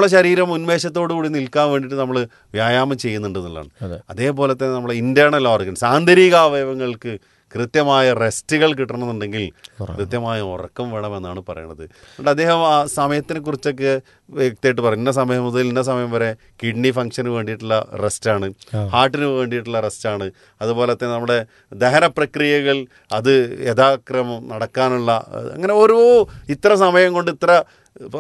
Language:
Malayalam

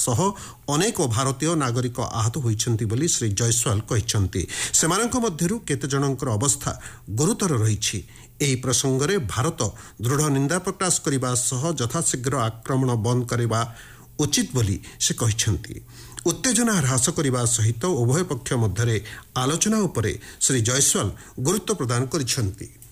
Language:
Odia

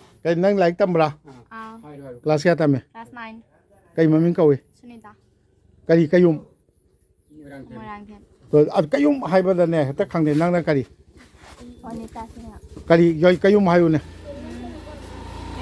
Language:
Manipuri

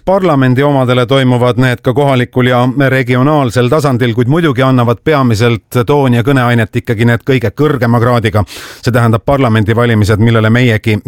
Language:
Estonian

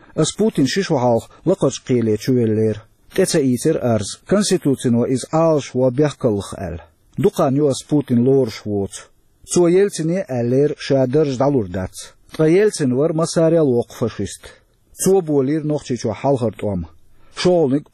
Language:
Chechen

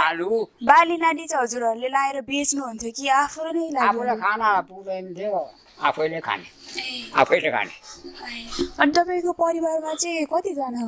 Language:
Nepali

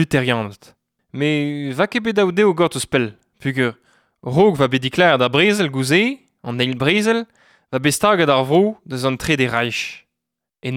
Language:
Breton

